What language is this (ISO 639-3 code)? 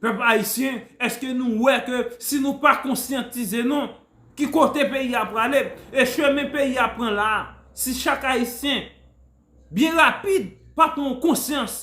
hat